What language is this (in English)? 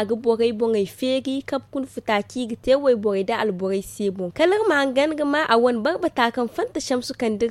Zarma